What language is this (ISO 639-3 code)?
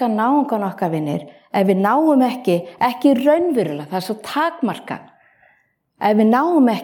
isl